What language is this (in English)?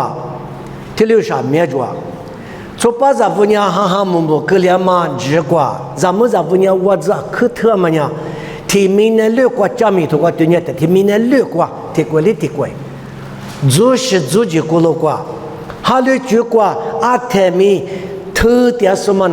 Lisu